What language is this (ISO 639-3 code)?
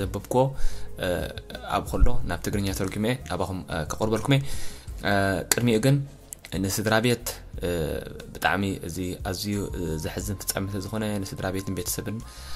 tir